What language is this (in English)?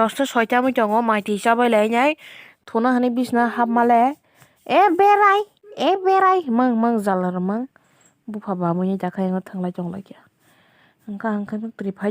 Kok Borok